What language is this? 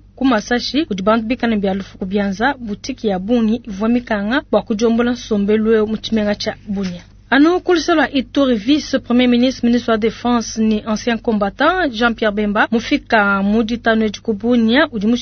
Luba-Lulua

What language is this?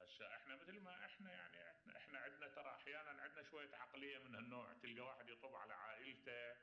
Mesopotamian Arabic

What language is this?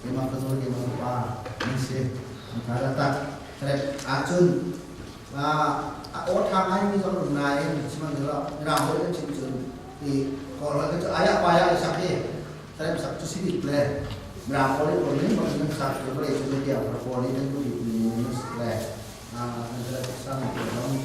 Hakha Chin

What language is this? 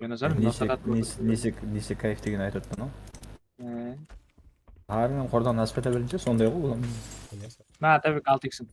Kara-Kalpak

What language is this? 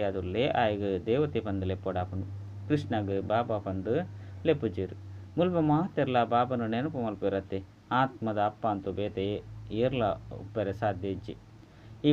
Tulu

